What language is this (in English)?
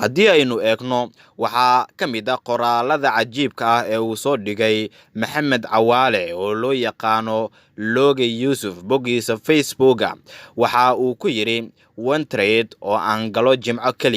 Somali